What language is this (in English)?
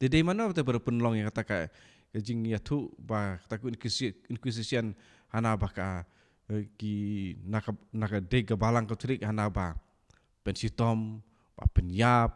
Khasi